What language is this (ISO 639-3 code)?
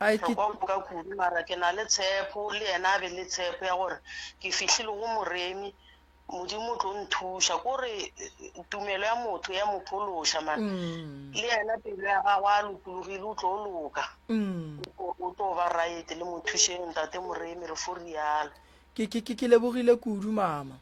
nso